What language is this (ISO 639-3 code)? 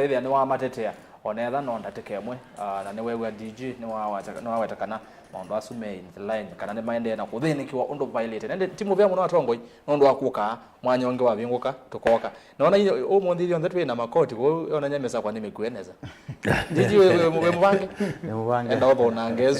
kam